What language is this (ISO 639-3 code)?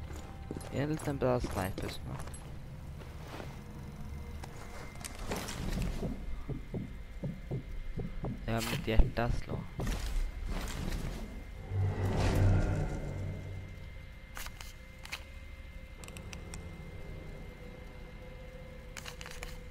swe